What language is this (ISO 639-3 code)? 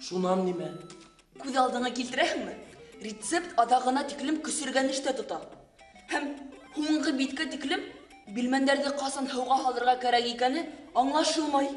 bak